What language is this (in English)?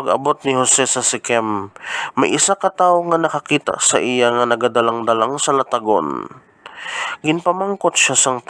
Hiligaynon